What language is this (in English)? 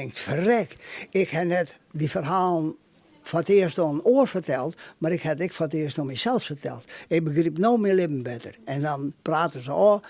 Western Frisian